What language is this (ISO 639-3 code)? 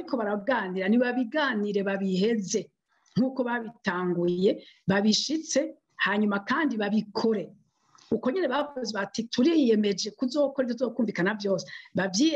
run